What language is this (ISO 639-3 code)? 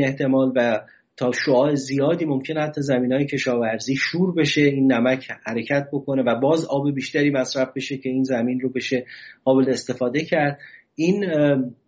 fas